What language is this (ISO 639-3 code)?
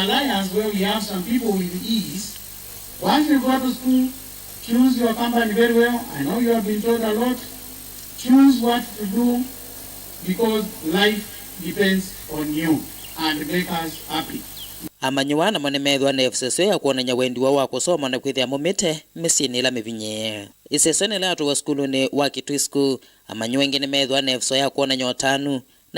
kam